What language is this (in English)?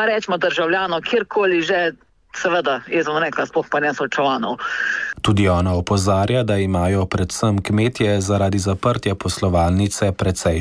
Slovenian